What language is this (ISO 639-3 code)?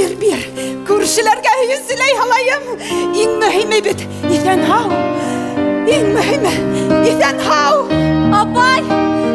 bak